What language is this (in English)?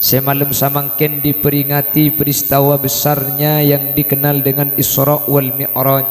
Madurese